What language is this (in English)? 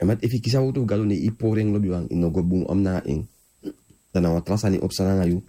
Sranan Tongo